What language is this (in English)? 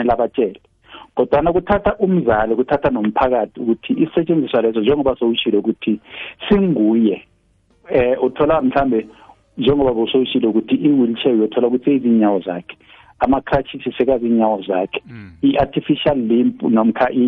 South Ndebele